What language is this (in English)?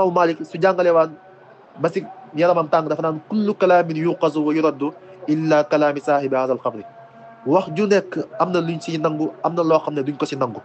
Wolof